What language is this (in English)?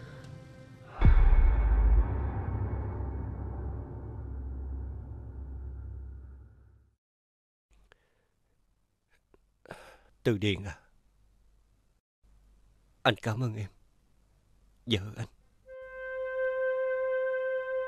Vietnamese